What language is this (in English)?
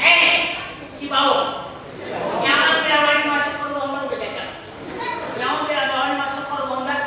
Banjar